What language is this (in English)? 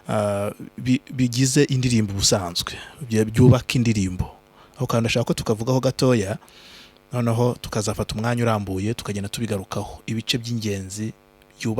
Kinyarwanda